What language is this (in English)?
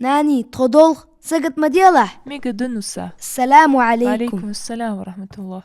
Ingush